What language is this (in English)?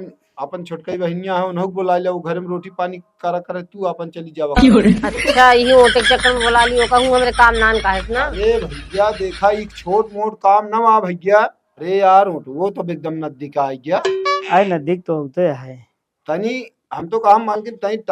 Awadhi